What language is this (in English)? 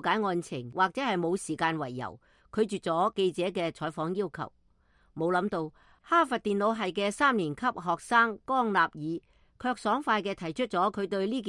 Cantonese